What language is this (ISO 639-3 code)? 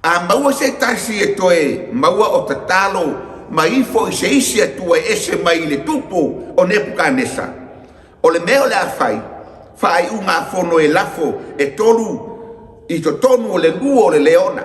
smo